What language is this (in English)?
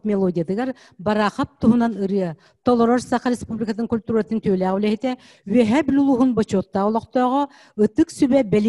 Yakut